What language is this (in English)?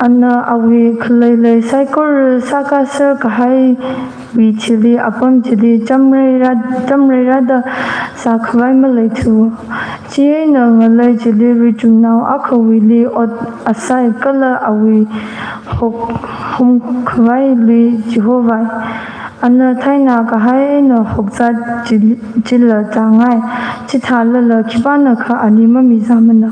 Tangkhul Naga (India)